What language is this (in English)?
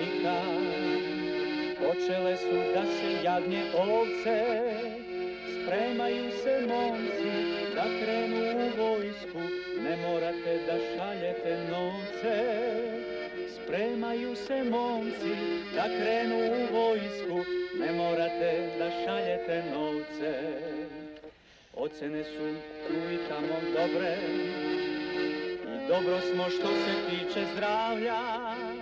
Serbian